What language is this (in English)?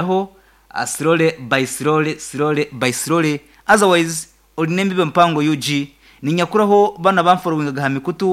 Nyankole